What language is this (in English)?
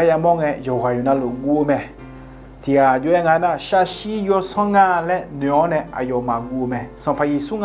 Akha